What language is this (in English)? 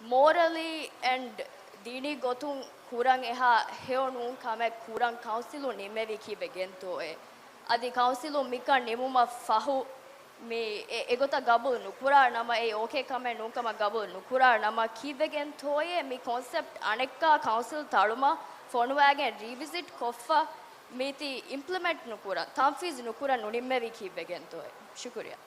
Divehi